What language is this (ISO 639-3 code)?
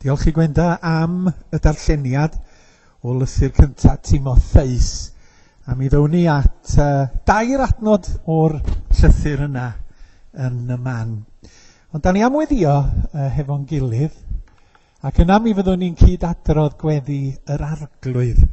cym